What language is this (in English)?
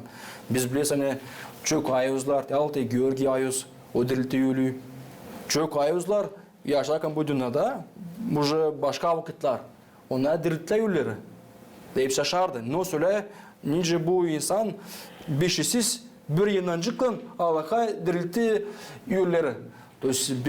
Gagauz